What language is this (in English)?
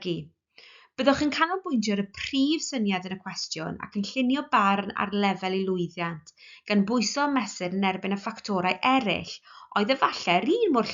Welsh